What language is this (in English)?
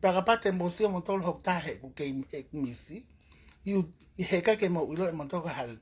Tongan